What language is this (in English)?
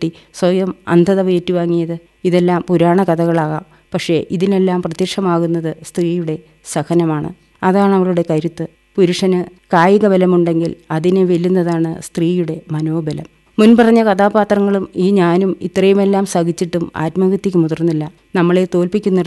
Malayalam